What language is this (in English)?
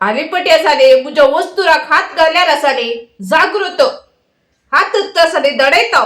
Konkani